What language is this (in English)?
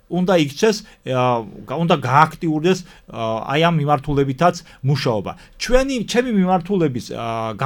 Georgian